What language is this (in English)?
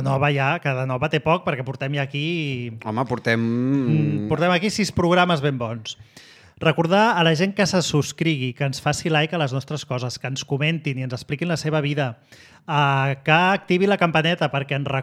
Catalan